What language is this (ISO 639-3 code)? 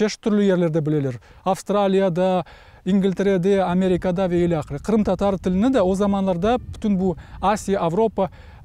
crh